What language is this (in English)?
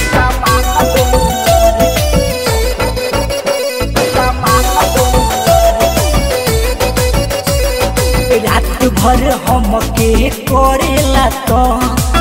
Bhojpuri